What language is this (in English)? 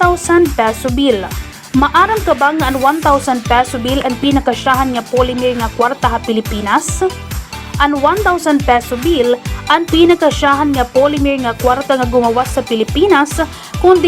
Waray